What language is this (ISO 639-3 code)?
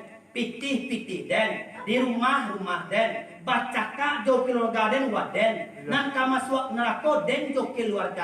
min